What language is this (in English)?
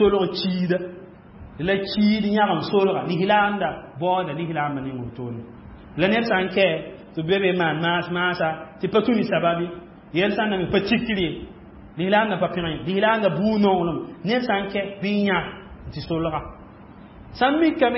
Mossi